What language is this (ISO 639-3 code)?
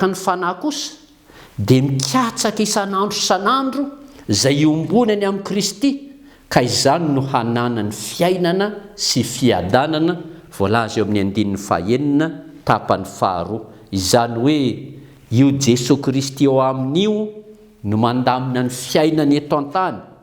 mlg